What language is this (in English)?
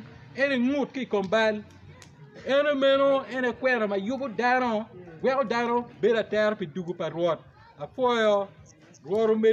Acoli